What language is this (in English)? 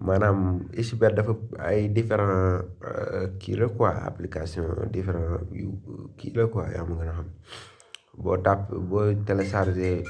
Wolof